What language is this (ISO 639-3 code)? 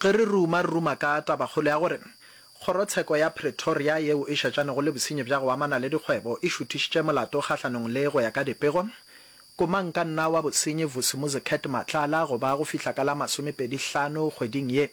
nso